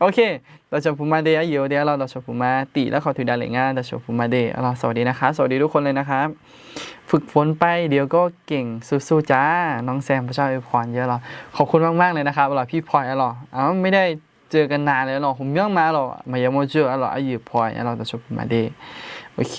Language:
Akha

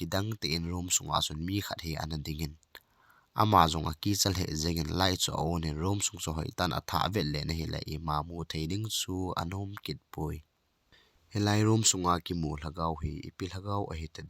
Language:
Thado Chin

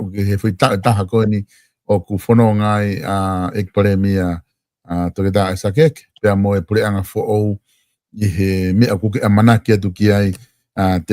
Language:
Tongan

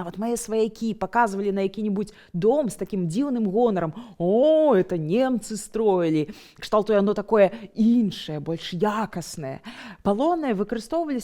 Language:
Belarusian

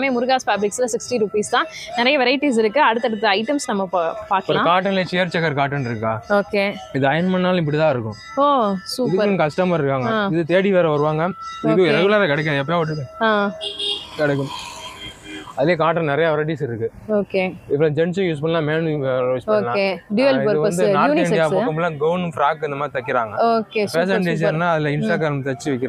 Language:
Tamil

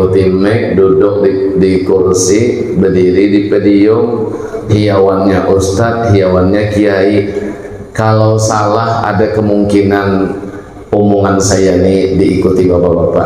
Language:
Banjar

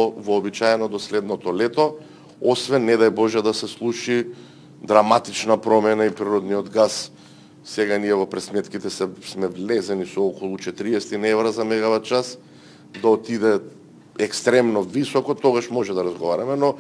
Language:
Macedonian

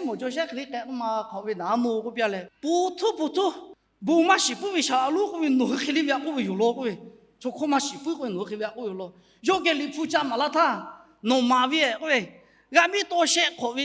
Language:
Lahu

